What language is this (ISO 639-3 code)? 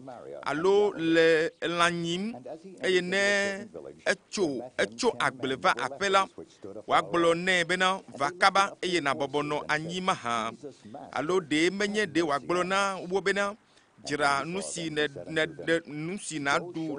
ewe